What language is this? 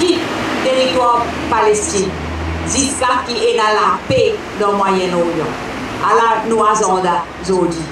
Morisyen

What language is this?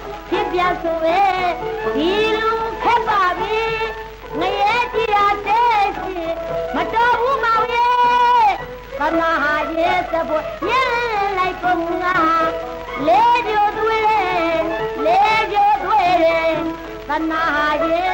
Burmese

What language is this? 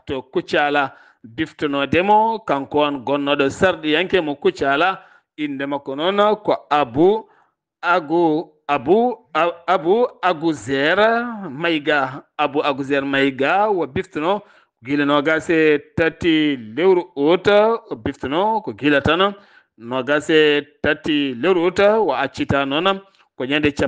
Fula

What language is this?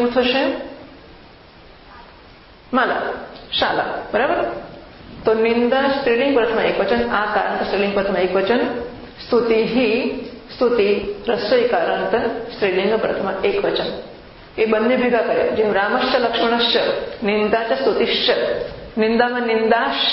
Gujarati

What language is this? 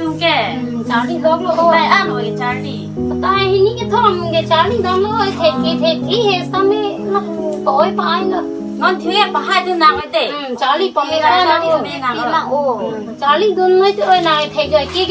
Karbi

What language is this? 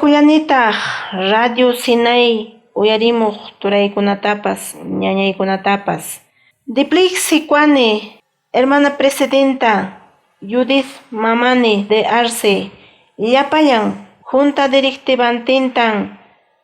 Quechua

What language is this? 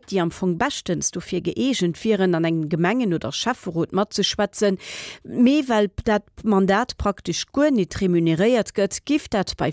Luxembourgish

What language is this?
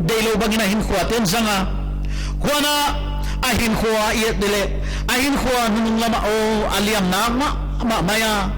Paite Chin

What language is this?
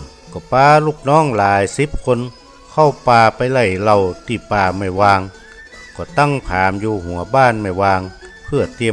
Northern Thai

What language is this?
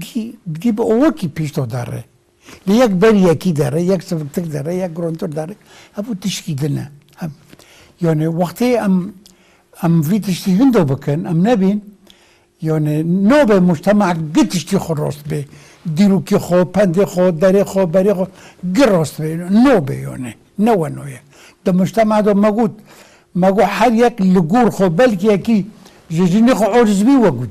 Kurdish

